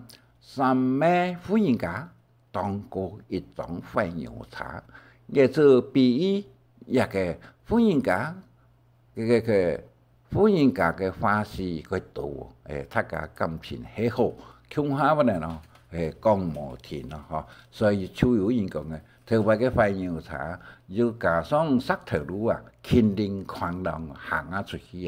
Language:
Hakka Chinese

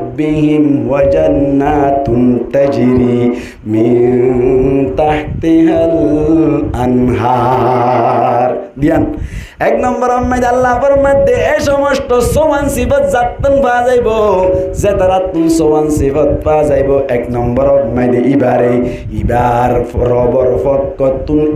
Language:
Rohingya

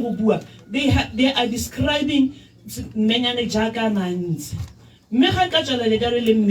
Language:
Tswana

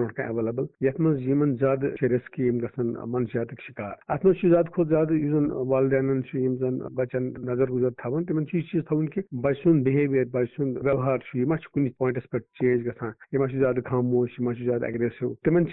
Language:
Kashmiri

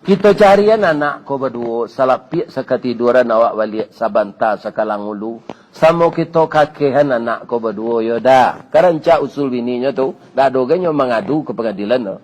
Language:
Minangkabau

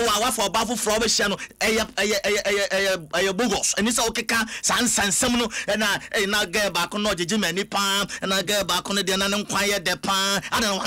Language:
Akan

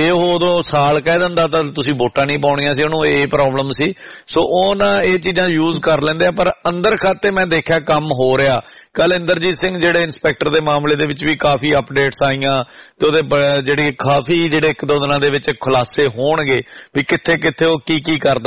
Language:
Punjabi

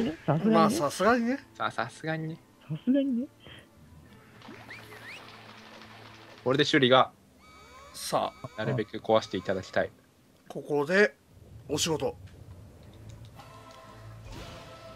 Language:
Japanese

